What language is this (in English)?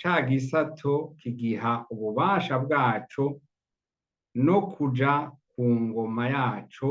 Rundi